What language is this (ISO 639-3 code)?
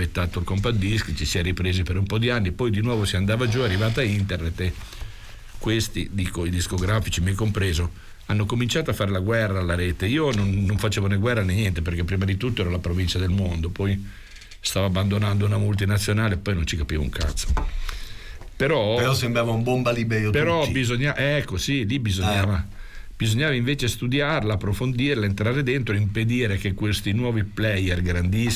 ita